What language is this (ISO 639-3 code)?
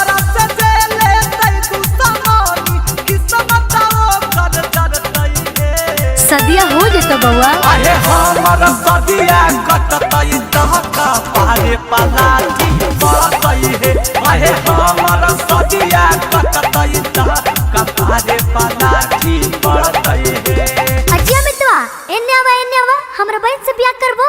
mag